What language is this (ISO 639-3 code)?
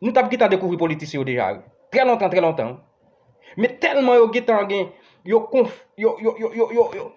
hat